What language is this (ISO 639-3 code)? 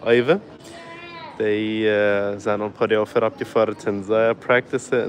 pdt